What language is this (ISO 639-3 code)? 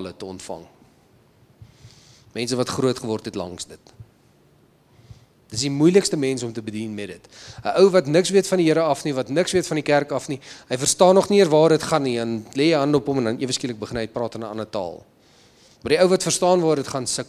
afr